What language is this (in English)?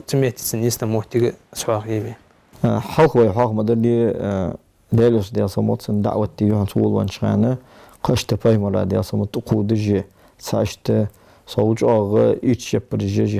Ingush